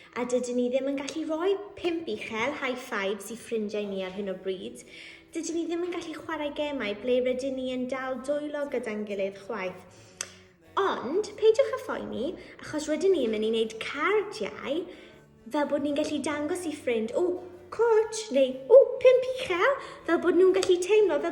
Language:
Welsh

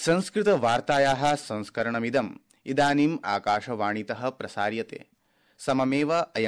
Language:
Sanskrit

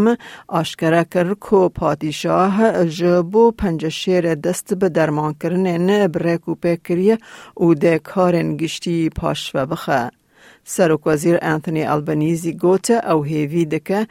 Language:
Kurdish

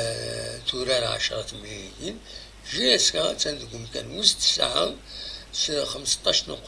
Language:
Kabyle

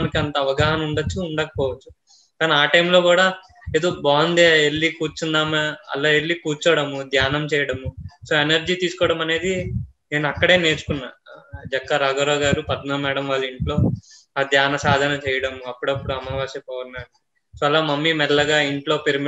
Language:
Telugu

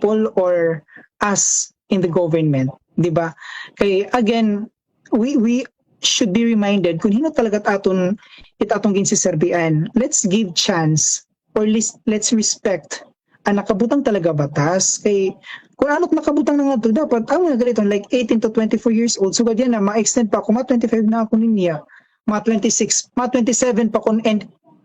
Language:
Waray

